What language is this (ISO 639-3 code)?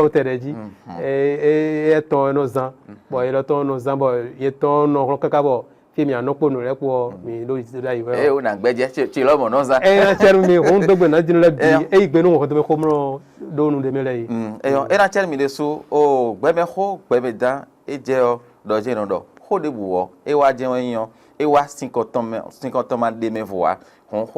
fon